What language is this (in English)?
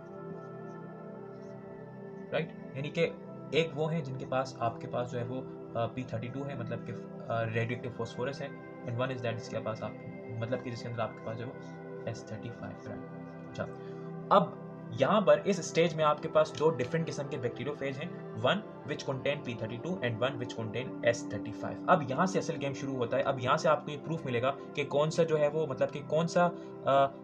Hindi